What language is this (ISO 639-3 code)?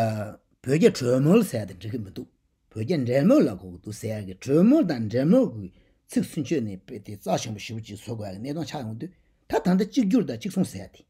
bod